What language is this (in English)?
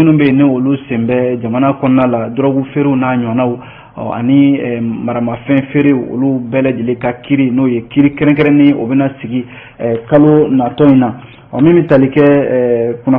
Bambara